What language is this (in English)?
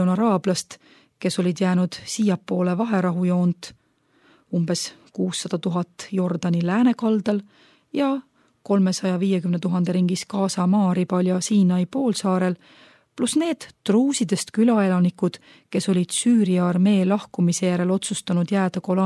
Estonian